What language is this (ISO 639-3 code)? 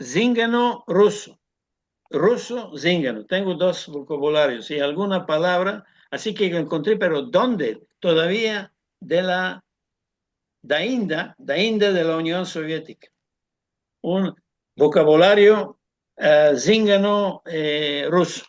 lad